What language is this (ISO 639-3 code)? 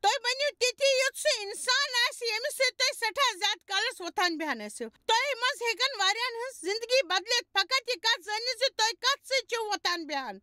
kas